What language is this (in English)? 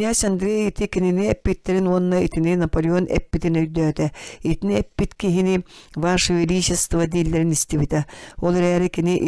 Yakut